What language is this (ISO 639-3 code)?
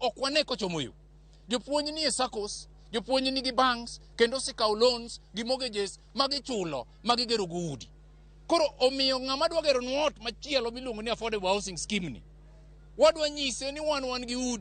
luo